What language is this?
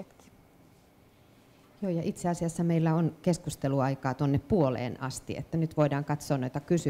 Finnish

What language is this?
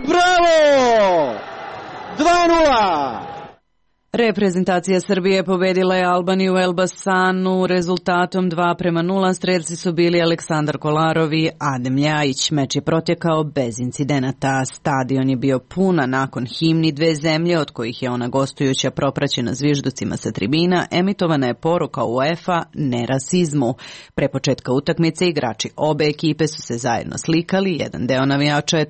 Serbian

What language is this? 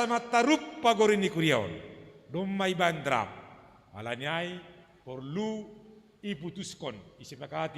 Batak Simalungun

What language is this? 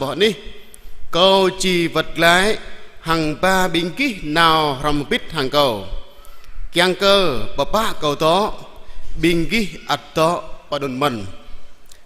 Jarai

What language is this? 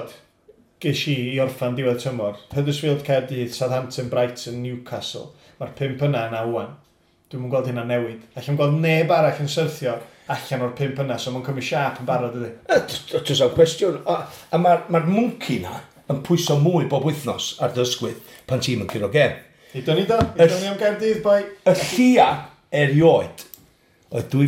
Welsh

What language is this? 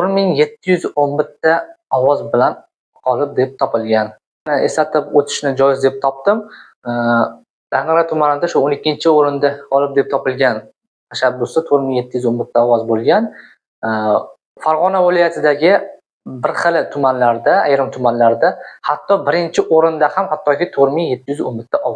Uzbek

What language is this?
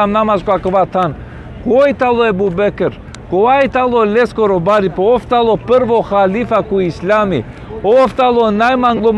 Balkan Romani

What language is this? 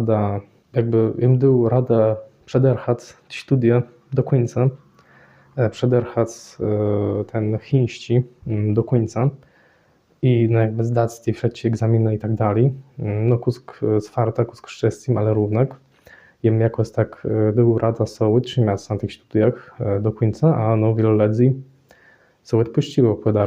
Kashubian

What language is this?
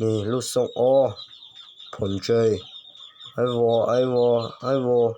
Hmong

